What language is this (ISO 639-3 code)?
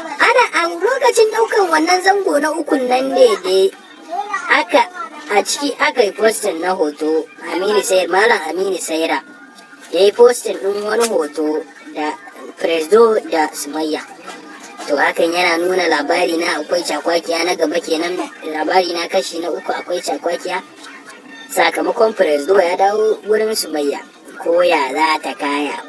hau